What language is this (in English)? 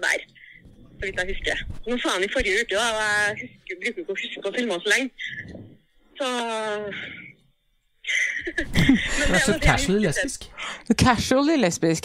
Norwegian